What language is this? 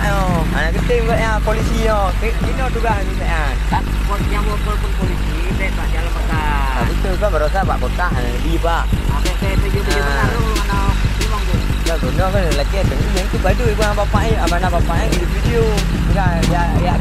Achinese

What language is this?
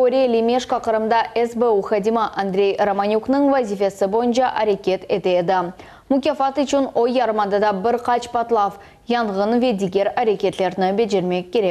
Crimean Tatar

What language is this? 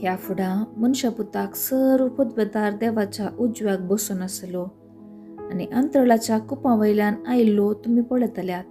Konkani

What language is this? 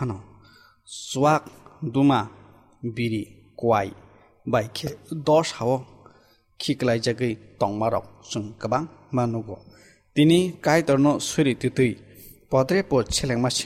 Kok Borok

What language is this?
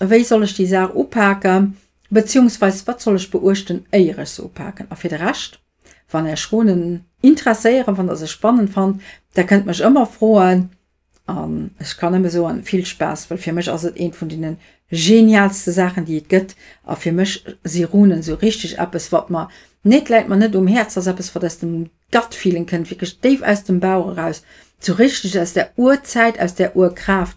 Luxembourgish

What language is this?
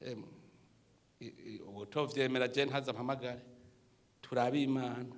Rundi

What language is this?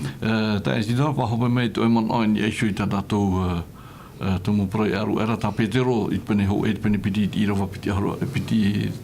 Tahitian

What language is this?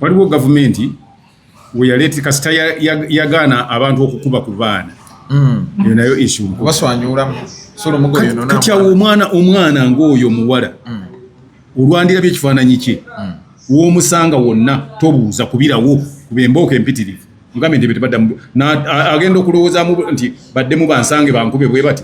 Ganda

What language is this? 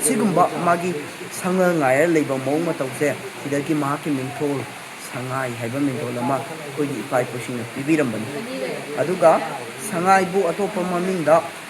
Manipuri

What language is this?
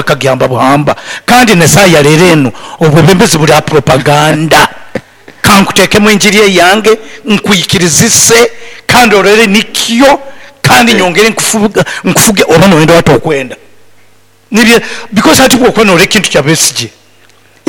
Nyoro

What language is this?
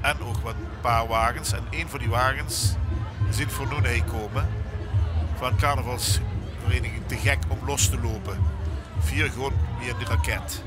Limburgish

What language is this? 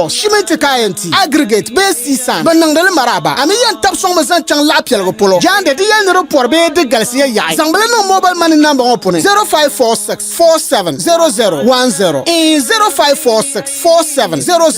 Dagbani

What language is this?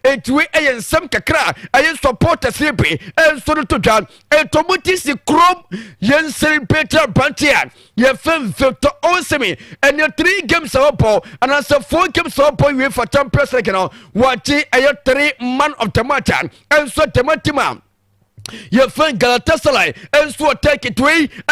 Akan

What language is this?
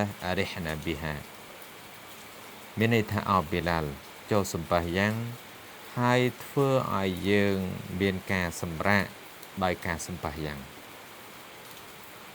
Khmer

